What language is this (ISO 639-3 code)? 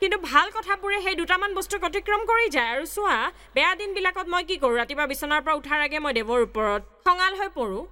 asm